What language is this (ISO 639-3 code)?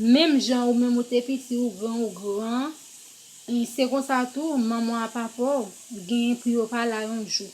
hat